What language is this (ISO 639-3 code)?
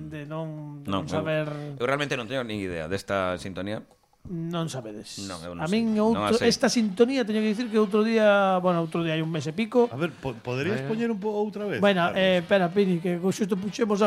glg